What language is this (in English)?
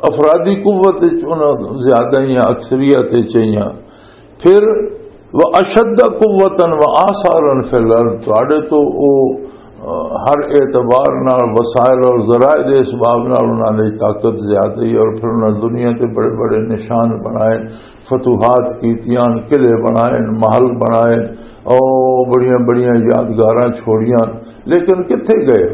Western Panjabi